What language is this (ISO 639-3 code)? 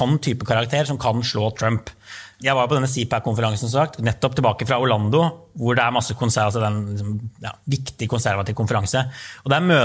nor